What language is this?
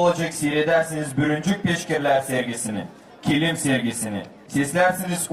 Gagauz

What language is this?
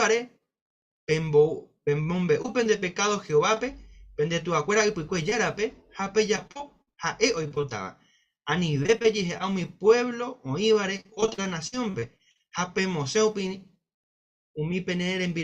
Guarani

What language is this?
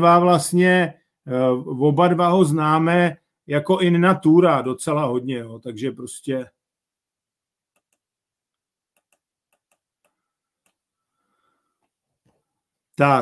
Czech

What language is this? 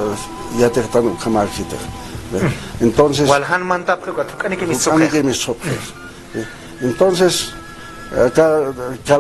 Aymara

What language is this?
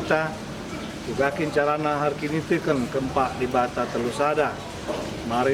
Batak Karo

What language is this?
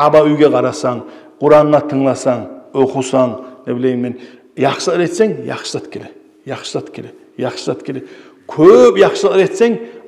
Kumyk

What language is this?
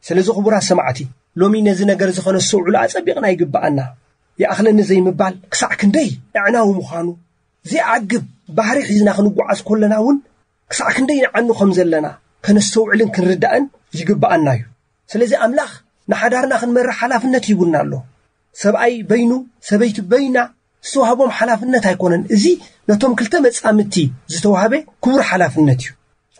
Tigrinya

